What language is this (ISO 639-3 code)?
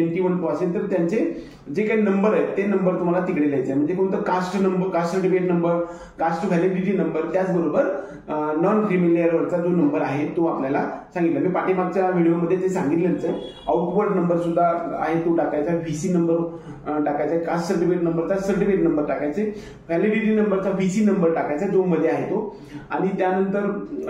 mar